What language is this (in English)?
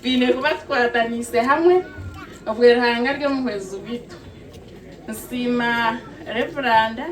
Nyankole